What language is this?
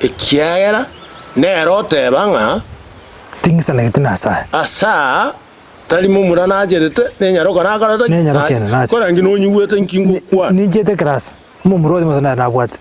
Gusii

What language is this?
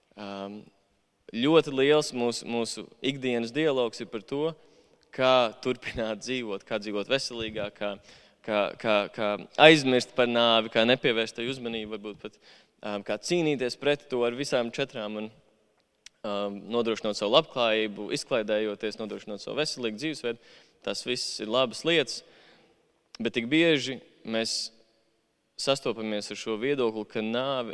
Latvian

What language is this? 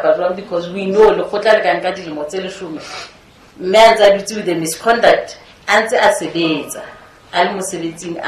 Southern Sotho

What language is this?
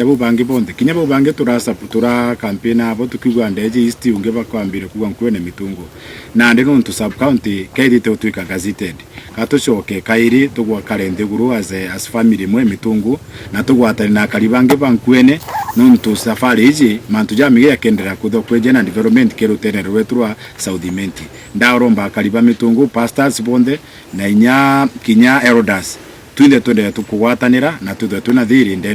Meru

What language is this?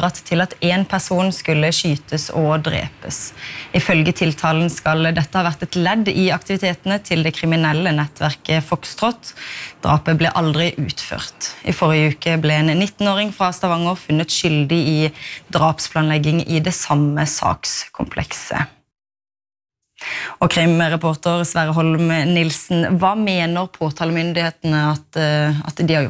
Norwegian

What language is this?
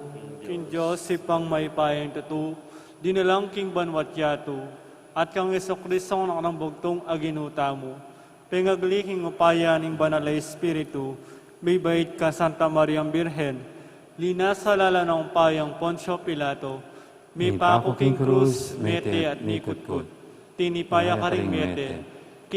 Pampanga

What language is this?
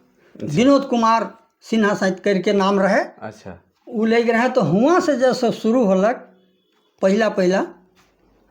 Sadri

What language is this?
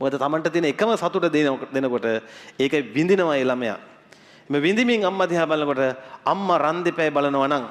Sinhala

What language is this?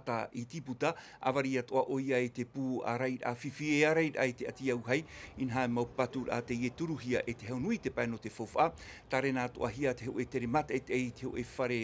Tahitian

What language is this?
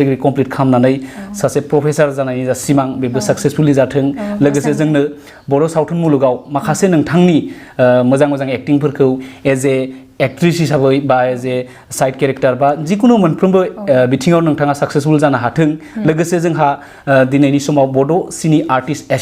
Bodo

